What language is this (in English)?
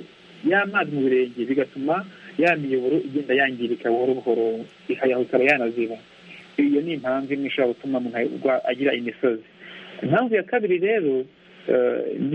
Kinyarwanda